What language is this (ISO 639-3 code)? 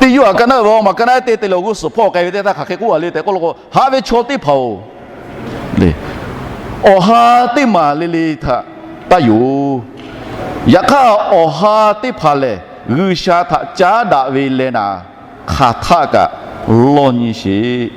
lhu